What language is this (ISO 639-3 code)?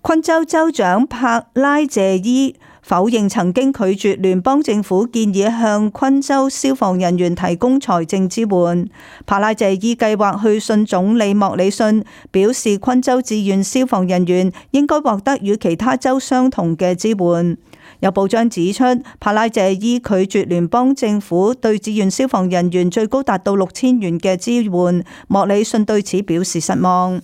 yue